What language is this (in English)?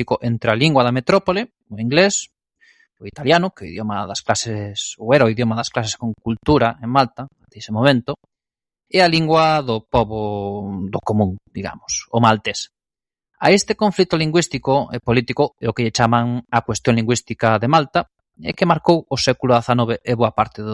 Galician